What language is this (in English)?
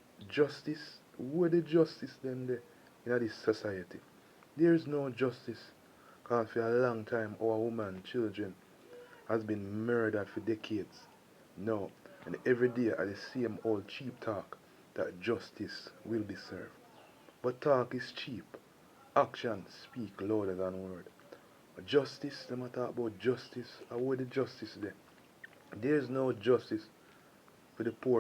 Jamaican Creole English